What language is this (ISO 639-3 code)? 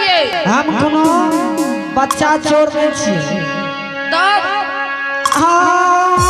anp